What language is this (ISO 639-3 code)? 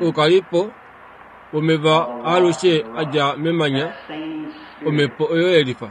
kua